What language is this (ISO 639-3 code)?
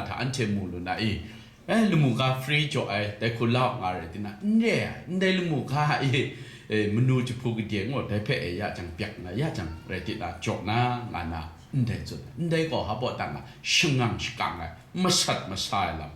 kac